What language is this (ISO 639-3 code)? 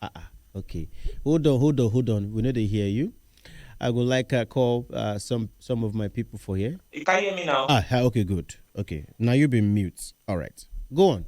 pcm